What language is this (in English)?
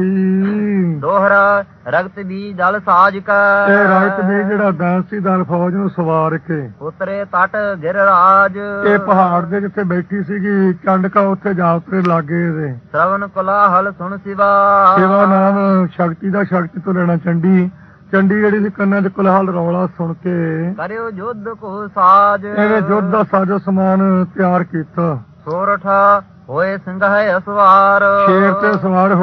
Punjabi